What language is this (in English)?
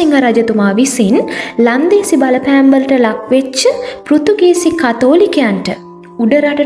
Sinhala